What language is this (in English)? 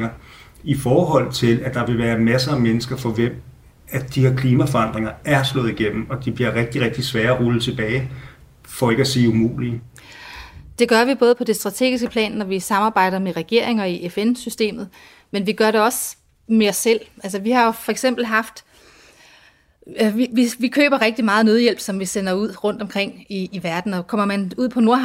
Danish